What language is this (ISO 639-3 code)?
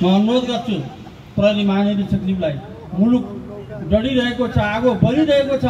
nep